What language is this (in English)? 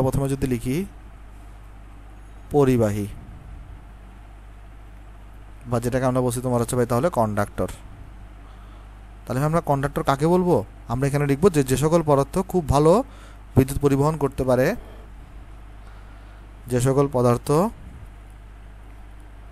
Bangla